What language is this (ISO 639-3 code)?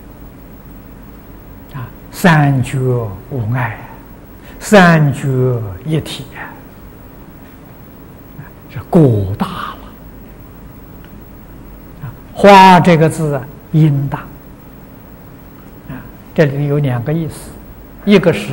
zho